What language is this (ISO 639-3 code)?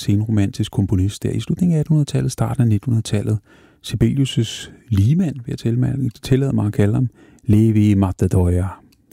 dan